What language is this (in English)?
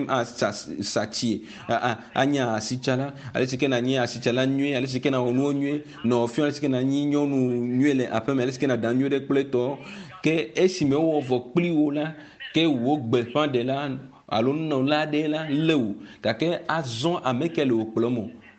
Ewe